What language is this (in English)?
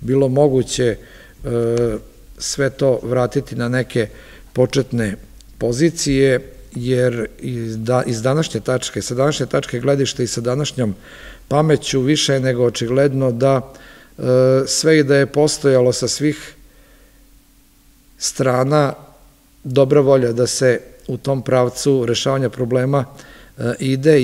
Serbian